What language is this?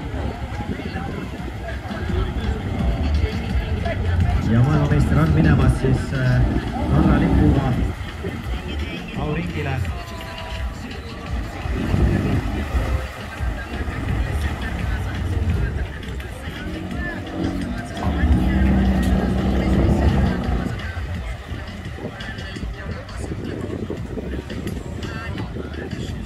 Estonian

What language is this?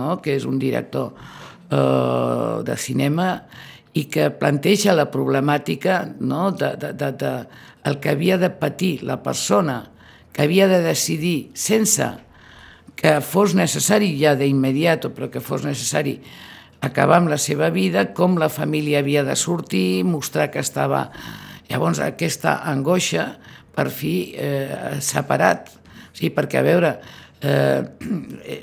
Catalan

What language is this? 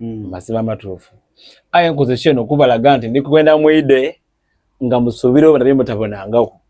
Soga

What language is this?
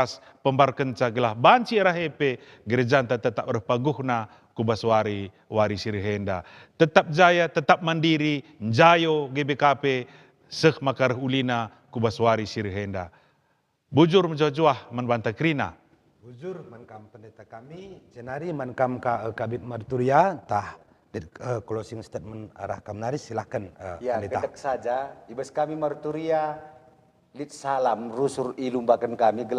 Batak Karo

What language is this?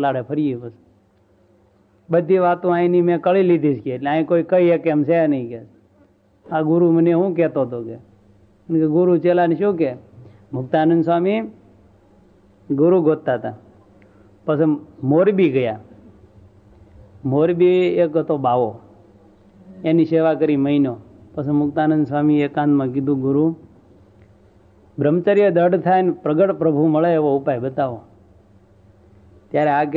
Gujarati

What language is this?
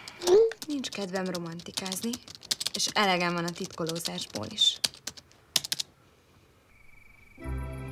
Hungarian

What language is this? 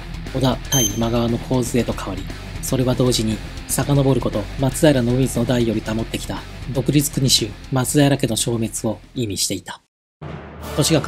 Japanese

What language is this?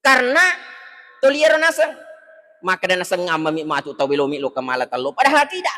Buginese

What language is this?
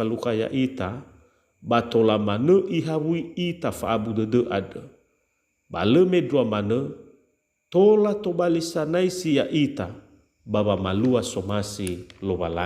Nias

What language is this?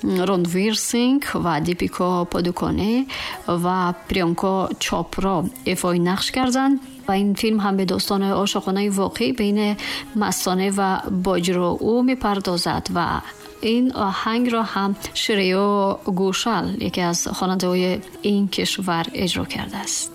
Tajik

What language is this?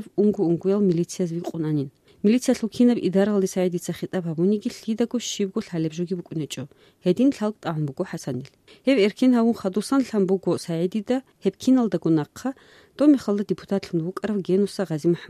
Avaric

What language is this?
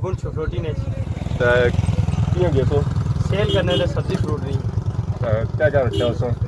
Pahari-Potwari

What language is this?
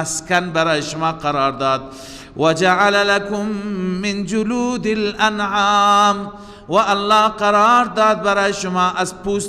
Persian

